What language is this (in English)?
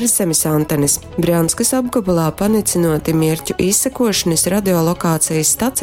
Latgalian